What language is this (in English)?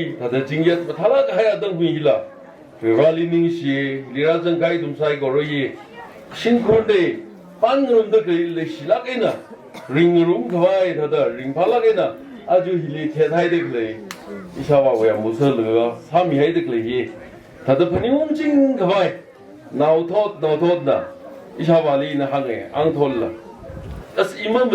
Tangkhul Naga (India)